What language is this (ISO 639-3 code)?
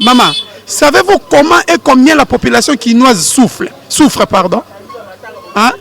lin